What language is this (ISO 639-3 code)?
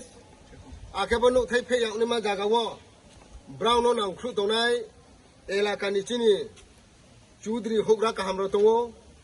ria